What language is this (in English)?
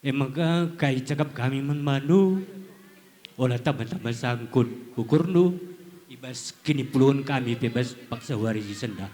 Batak Karo